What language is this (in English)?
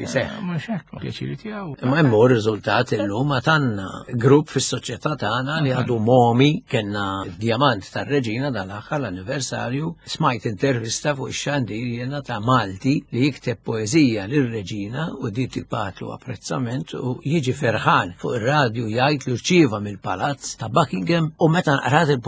Maltese